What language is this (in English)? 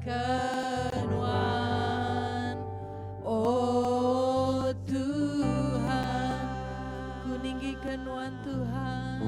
Iban